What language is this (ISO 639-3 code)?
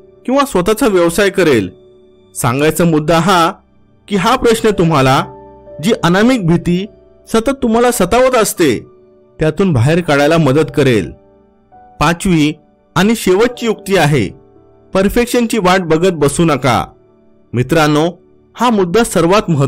mar